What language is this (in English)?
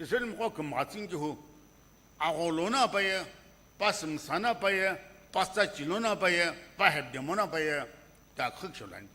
Sumi Naga